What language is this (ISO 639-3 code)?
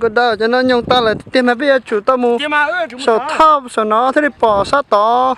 hmn